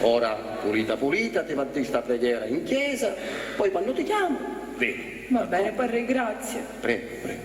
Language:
Sicilian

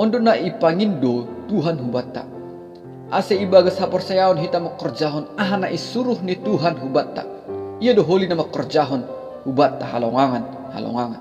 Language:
Batak Simalungun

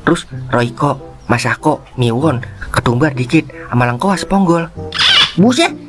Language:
Betawi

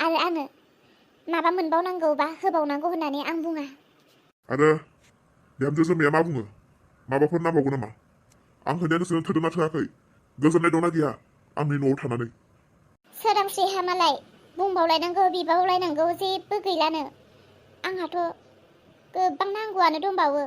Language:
Bodo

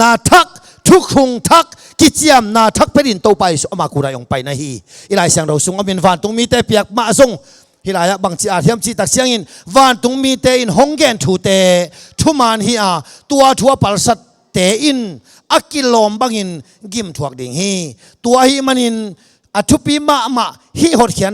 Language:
Tedim Chin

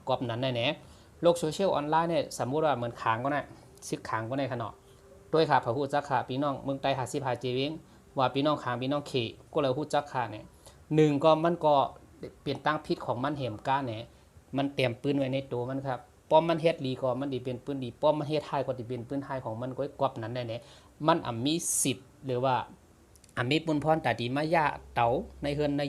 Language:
Shan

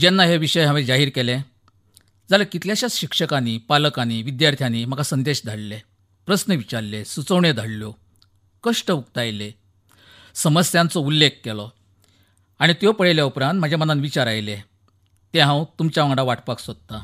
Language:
Konkani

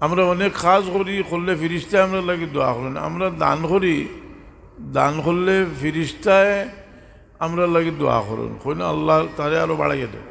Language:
Sylheti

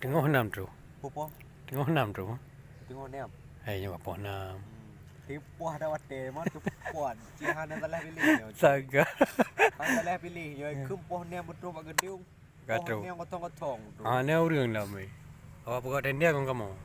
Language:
Achinese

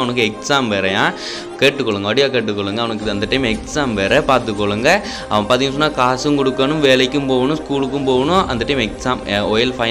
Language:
Tamil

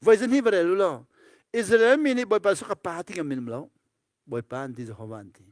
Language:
Hakha Chin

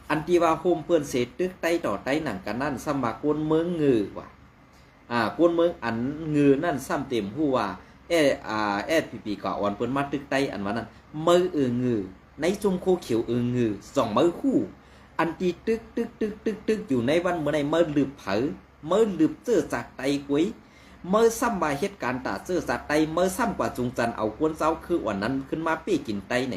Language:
Shan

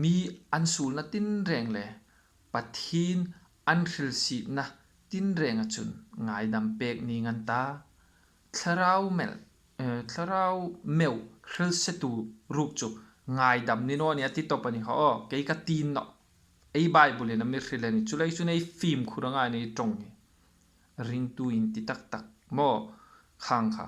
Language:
Hmar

